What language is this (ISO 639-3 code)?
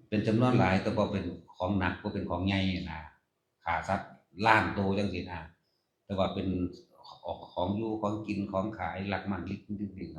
lao